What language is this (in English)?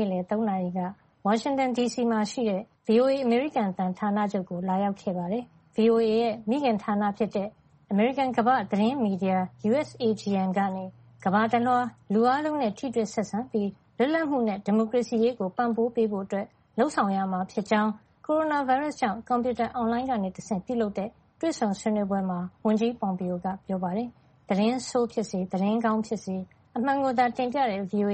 Burmese